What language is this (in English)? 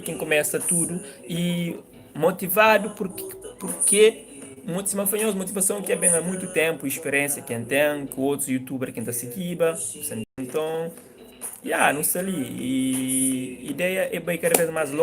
Kabuverdianu